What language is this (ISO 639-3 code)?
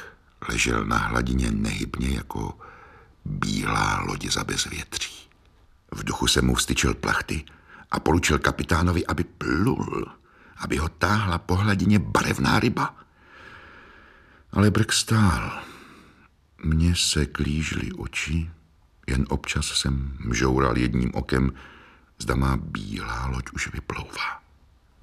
ces